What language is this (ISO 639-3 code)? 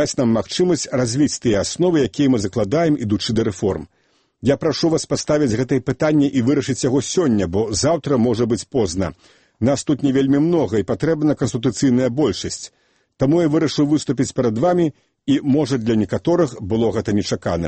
bel